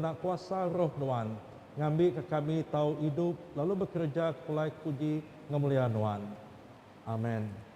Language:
Iban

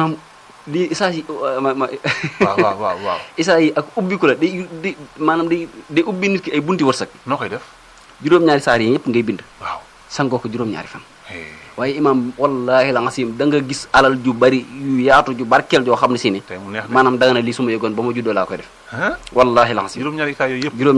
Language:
Wolof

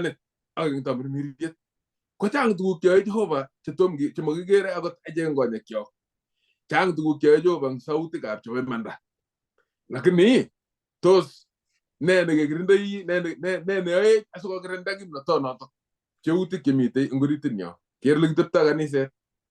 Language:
Kalenjin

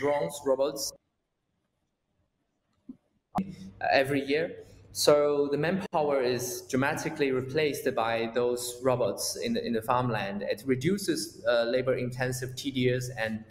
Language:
English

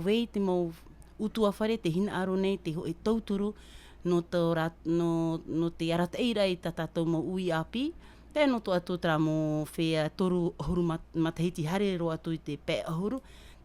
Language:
Tahitian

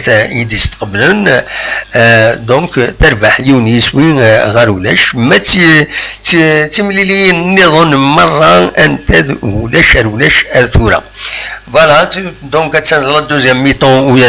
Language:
Kabyle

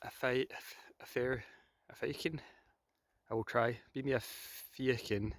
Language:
Scottish Gaelic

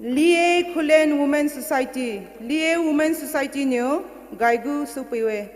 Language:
Poumei Naga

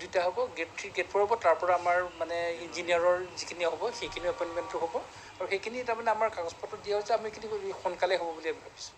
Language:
Assamese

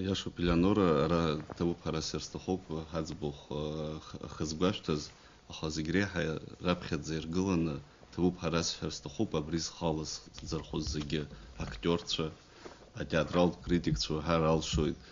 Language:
Abkhazian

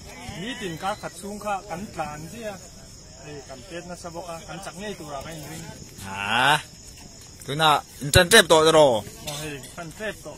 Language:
Mizo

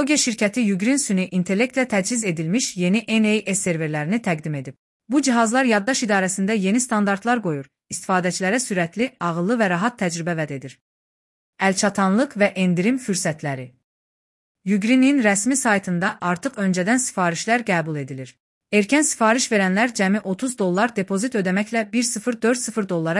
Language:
Azerbaijani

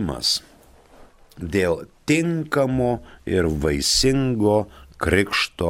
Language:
Lithuanian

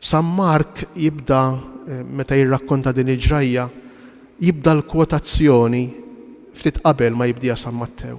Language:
Maltese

